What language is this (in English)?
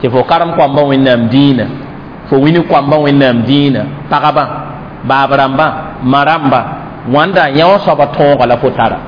Mossi